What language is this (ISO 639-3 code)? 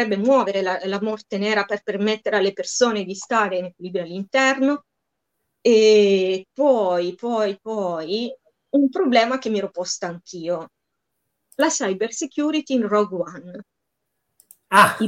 ita